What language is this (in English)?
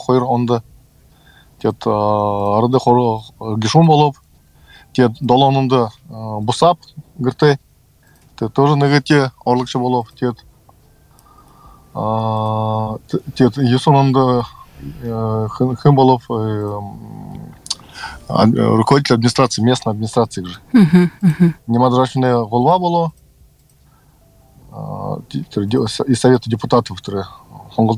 Buriat